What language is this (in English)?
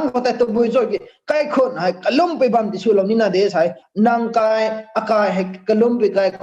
Rongmei Naga